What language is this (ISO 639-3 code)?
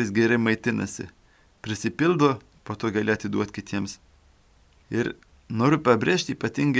lit